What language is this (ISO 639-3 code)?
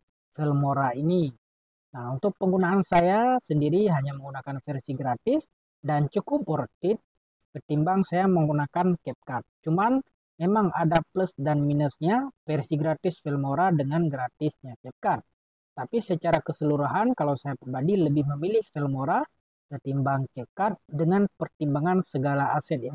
ind